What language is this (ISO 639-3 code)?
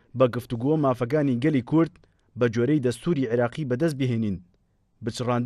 ckb